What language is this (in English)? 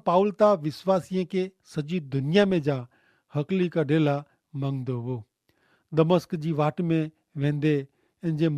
Kachhi